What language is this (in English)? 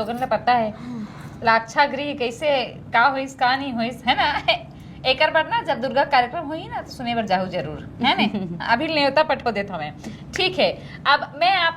Chhattisgarhi